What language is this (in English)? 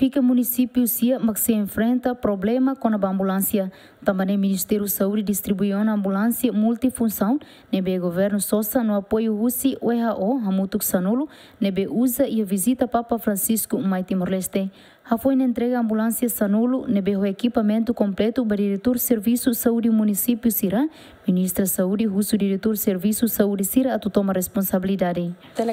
Tetum